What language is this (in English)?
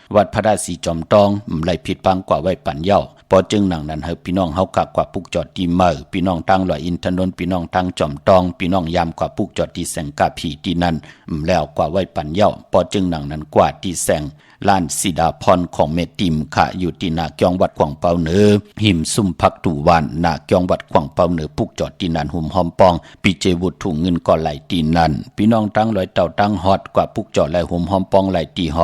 Shan